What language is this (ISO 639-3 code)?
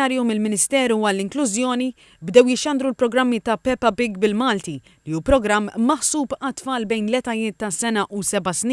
mlt